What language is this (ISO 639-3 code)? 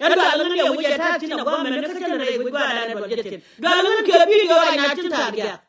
nus